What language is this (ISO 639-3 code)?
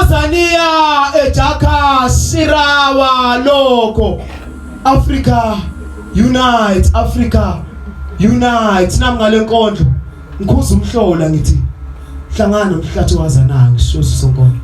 zul